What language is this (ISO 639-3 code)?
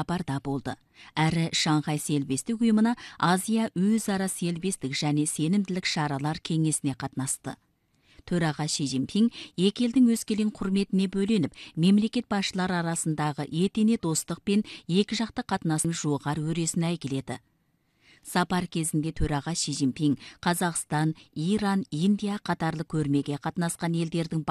kaz